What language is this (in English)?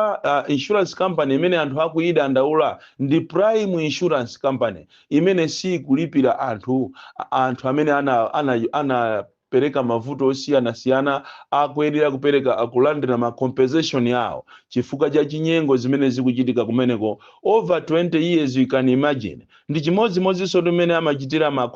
Nyanja